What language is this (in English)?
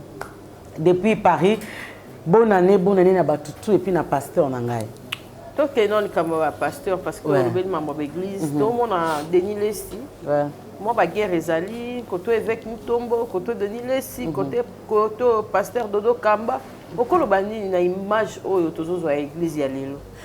Lingala